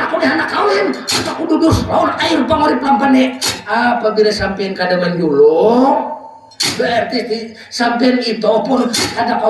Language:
Banjar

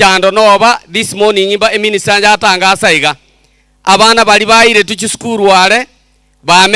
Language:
Gusii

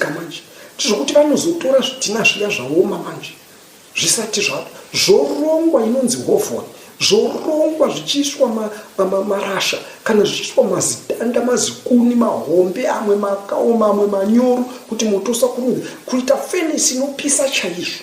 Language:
Shona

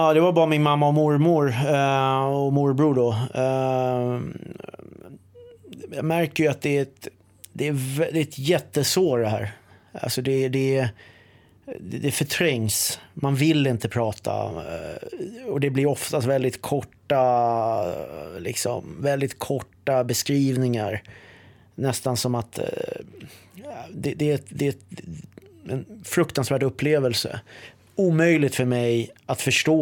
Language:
Swedish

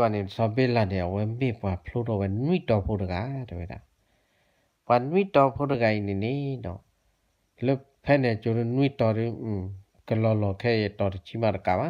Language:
S'gaw Karen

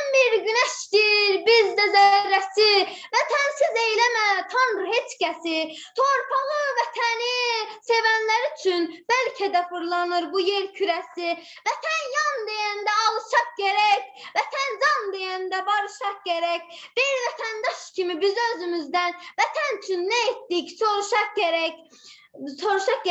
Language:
Azerbaijani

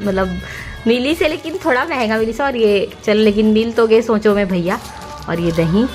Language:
Chhattisgarhi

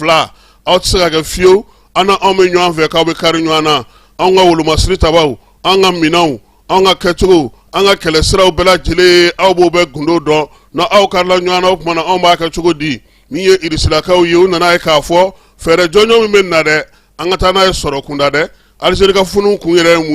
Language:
Bambara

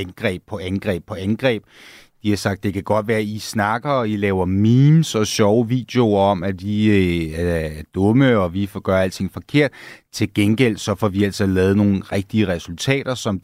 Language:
Danish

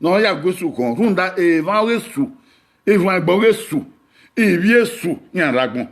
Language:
Bini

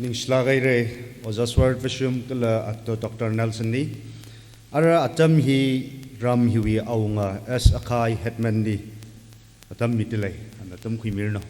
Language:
Tangkhul Naga (India)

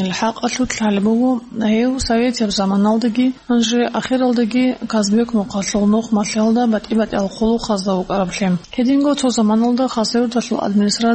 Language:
Avaric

